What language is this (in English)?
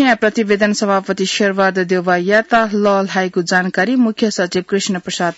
Newari